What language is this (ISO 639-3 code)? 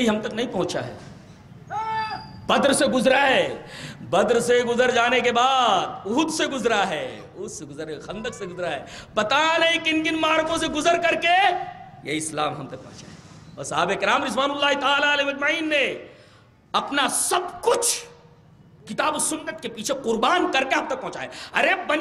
urd